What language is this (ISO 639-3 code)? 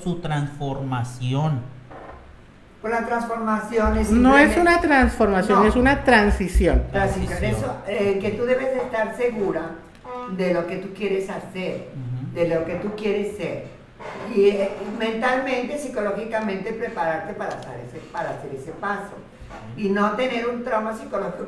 spa